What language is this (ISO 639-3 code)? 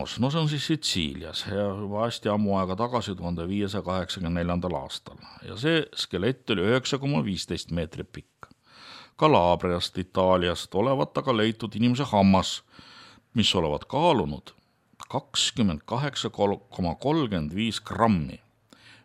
est